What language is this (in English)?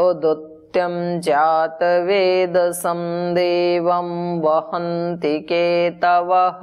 Sanskrit